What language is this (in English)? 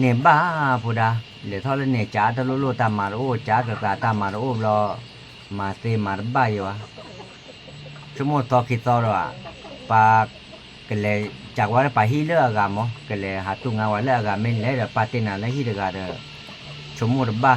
S'gaw Karen